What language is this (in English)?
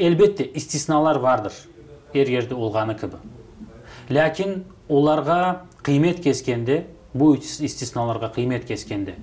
Crimean Tatar